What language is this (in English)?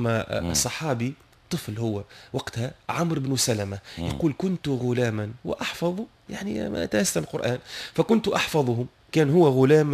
Tunisian Arabic